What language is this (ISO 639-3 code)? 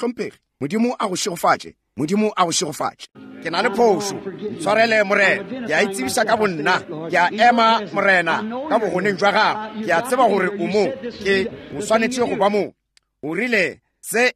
nso